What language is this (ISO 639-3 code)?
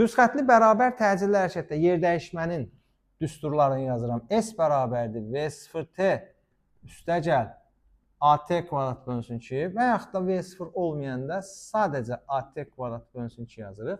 aze